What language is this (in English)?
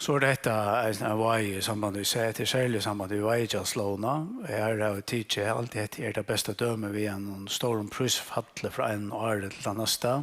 Faroese